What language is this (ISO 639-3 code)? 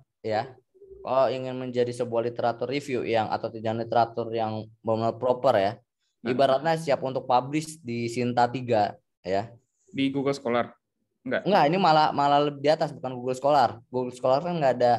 ind